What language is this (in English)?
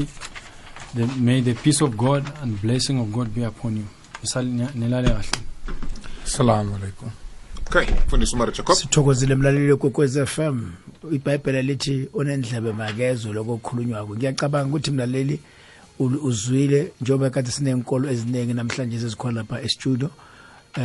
South Ndebele